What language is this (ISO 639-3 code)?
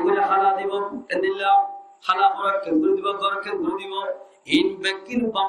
rhg